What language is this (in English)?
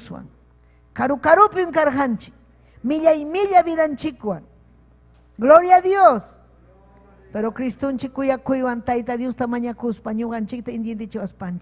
Ayacucho Quechua